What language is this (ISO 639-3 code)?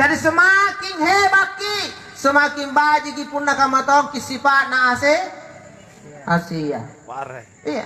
mak